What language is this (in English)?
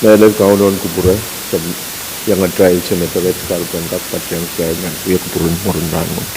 Pohnpeian